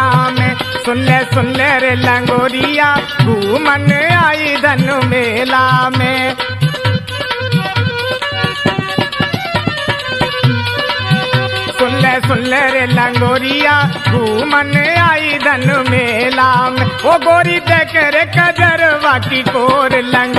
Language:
Bhojpuri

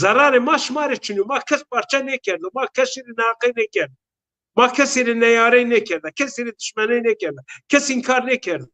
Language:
Zaza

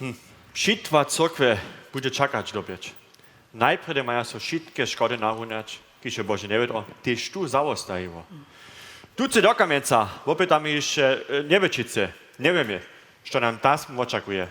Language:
Upper Sorbian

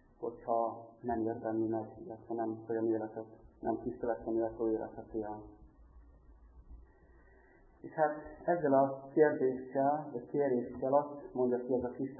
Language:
Hungarian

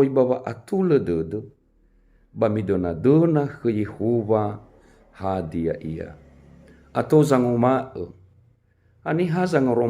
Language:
Nias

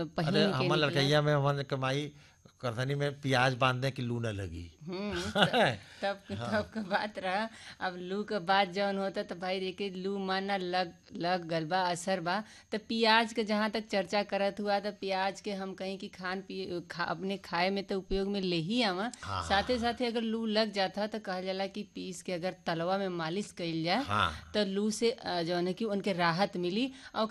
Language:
Bhojpuri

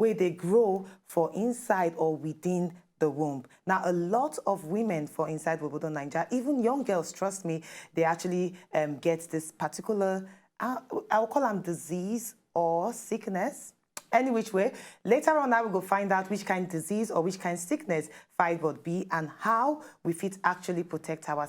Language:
Nigerian Pidgin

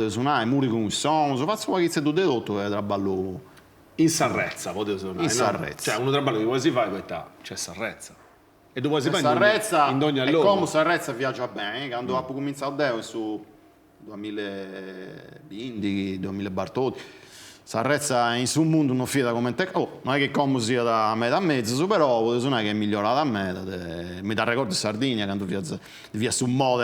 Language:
Sardinian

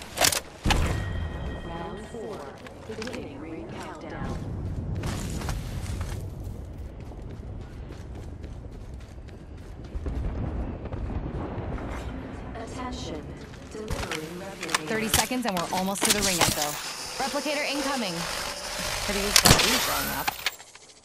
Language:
English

